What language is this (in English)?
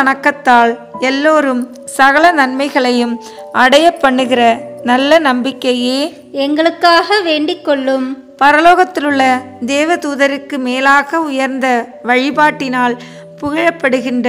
Tamil